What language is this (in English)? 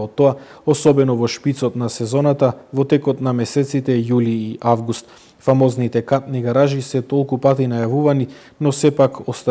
Macedonian